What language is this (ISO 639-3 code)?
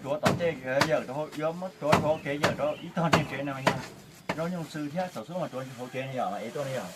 hmn